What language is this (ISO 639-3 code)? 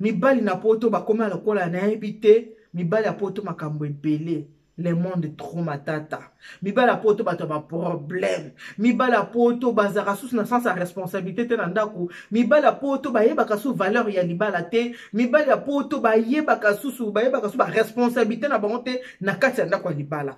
lin